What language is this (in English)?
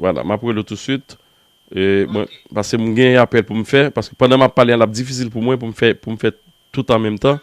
Haitian Creole